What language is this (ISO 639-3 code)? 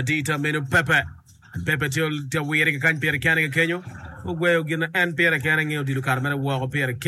ach